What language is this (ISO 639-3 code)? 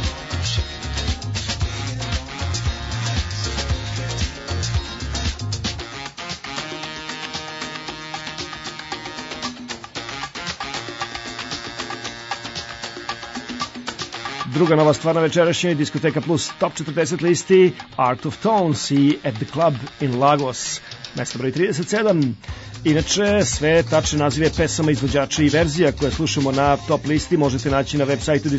srp